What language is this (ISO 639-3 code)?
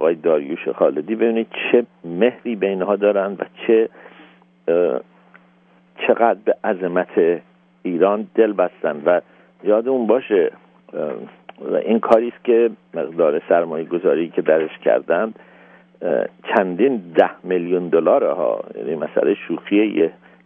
fas